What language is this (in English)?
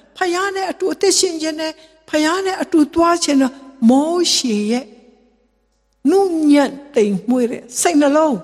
Burmese